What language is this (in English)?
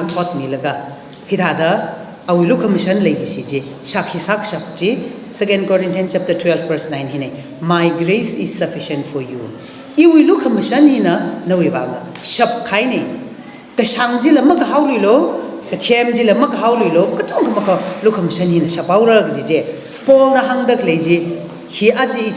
Tangkhul Naga (India)